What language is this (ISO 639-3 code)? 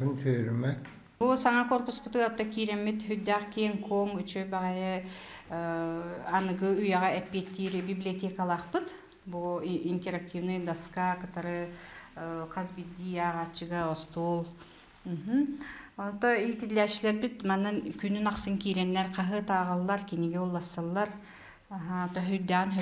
sah